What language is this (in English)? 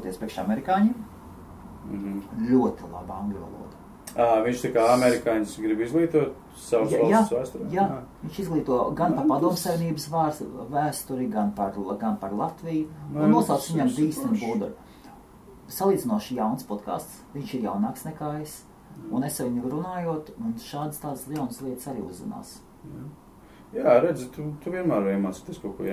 Latvian